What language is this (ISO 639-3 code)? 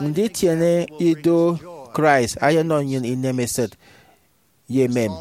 efi